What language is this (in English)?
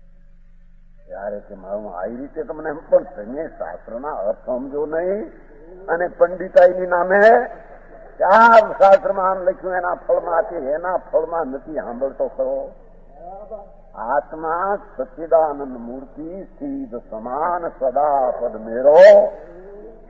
Gujarati